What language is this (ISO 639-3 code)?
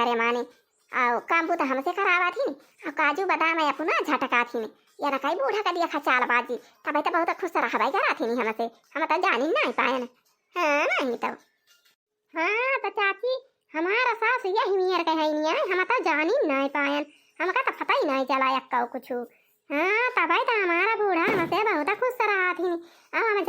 awa